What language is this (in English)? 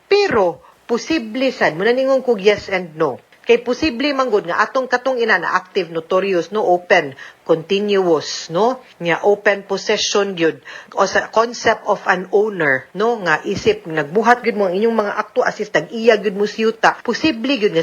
Cebuano